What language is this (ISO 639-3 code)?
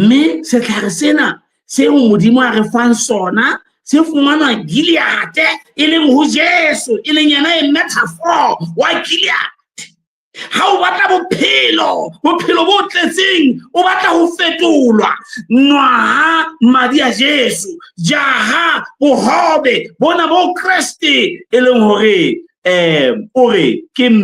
sot